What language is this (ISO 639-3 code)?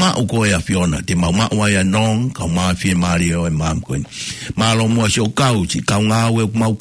ton